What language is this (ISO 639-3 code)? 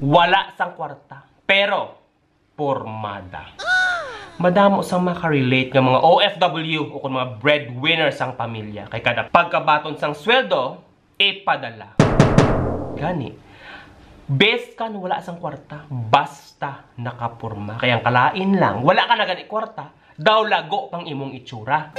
hil